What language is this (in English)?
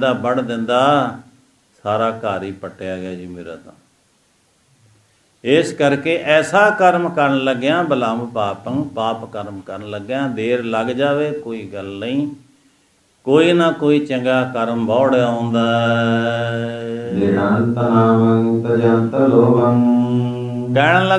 Punjabi